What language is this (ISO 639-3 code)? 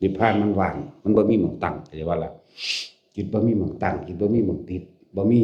lao